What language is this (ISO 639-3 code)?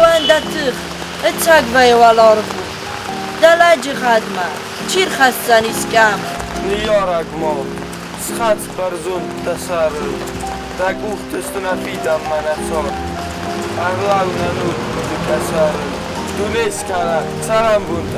oss